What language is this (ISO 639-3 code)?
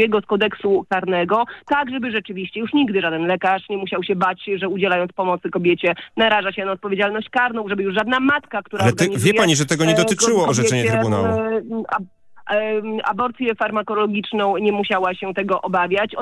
pol